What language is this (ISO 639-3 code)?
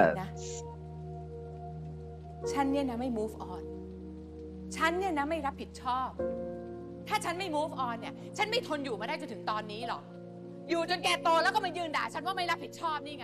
tha